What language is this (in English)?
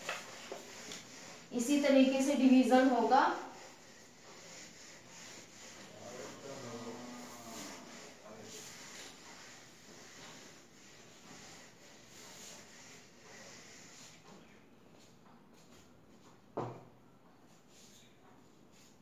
Hindi